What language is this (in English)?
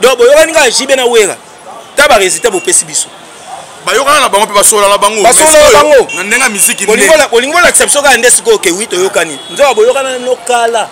Lingala